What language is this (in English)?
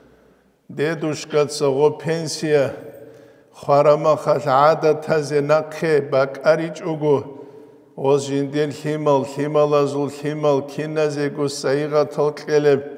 Avaric